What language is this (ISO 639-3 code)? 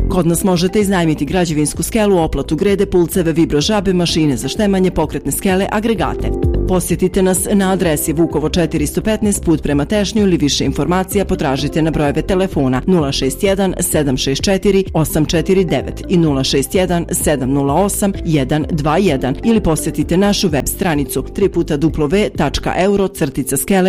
bos